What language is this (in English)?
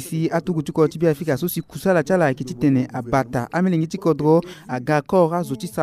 Sango